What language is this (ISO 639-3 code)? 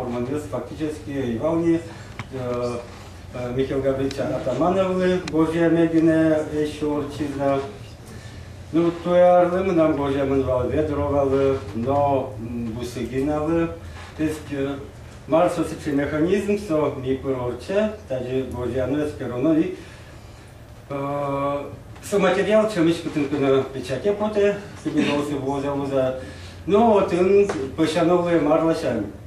udm